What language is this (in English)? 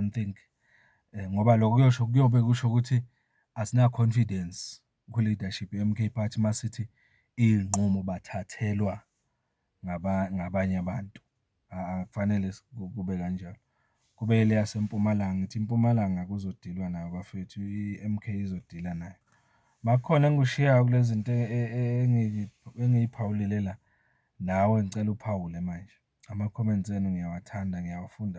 Zulu